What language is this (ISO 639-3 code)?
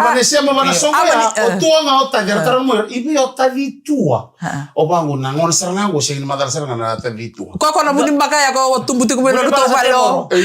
fij